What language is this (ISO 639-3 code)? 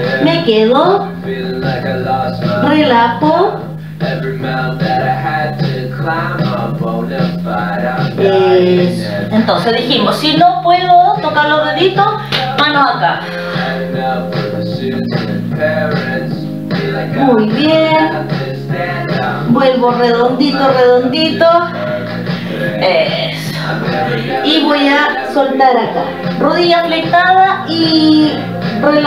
spa